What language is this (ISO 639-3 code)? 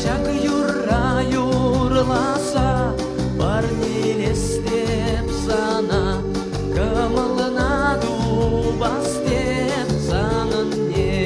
chv